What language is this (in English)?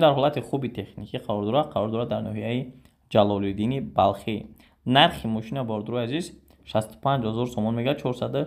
Tajik